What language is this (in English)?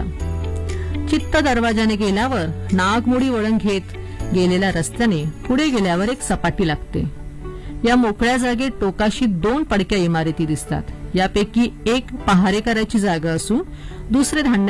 Marathi